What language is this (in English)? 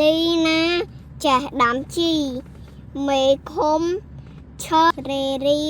Khmer